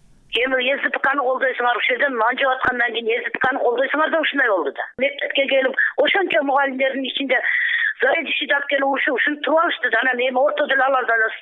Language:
Kyrgyz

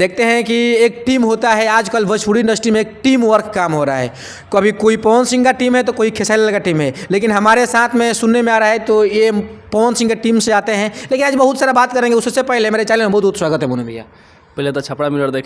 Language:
Bhojpuri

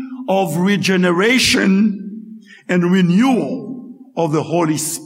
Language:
Haitian Creole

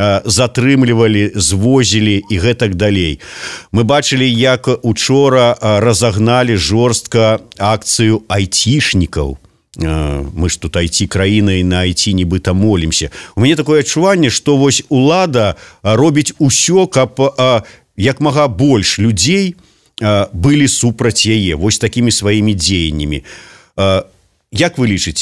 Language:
Belarusian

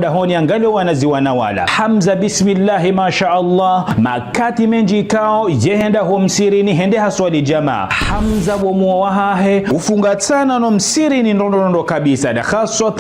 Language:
Ngazidja Comorian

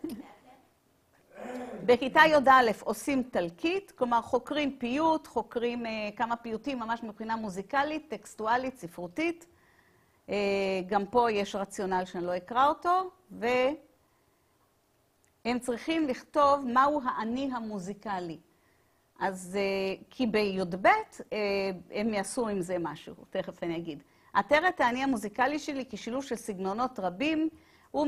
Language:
Hebrew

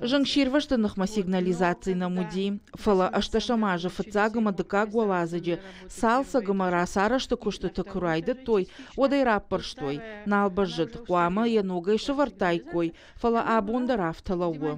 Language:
Ossetic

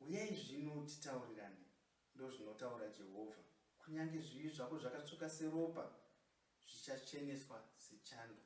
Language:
Shona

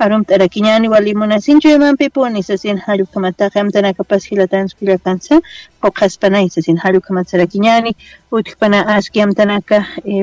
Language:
Aymara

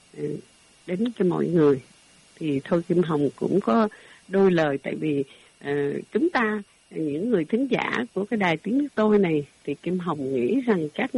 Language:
Vietnamese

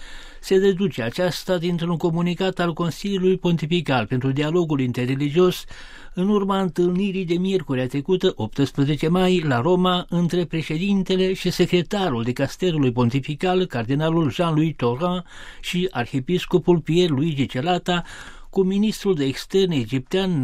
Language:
Romanian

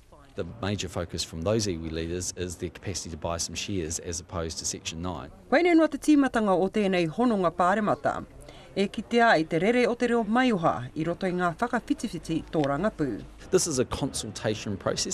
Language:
Māori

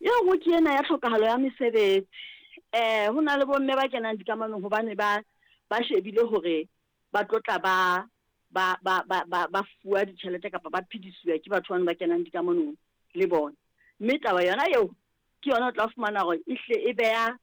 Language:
Southern Sotho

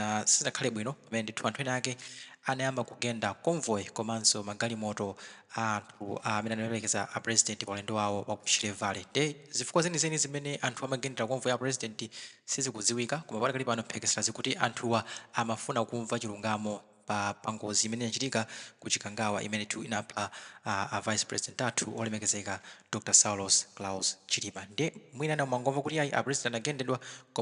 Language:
Nyanja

